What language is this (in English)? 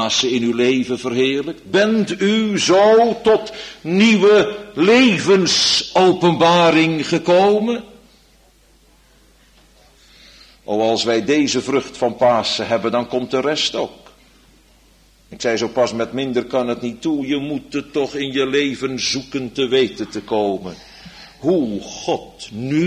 Dutch